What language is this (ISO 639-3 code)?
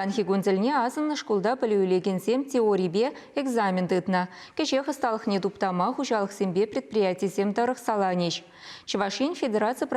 chv